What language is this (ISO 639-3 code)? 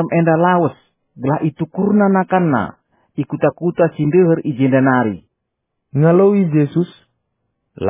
btx